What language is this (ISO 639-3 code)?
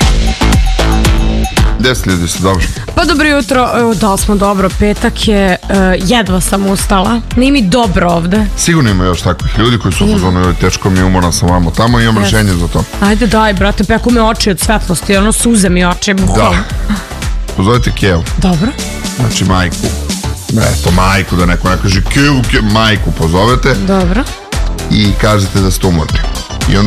srp